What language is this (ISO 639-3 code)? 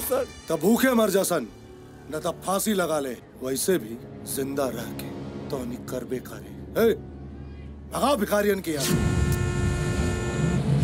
bho